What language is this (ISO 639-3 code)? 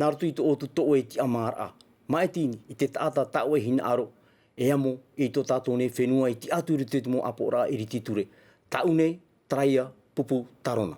tah